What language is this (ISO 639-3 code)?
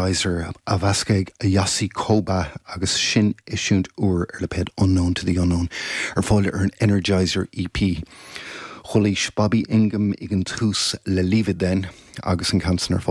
gle